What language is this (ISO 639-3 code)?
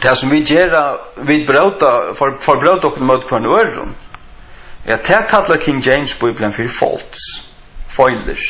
fao